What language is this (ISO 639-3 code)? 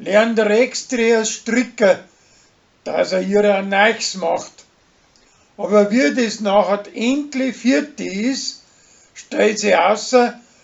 bar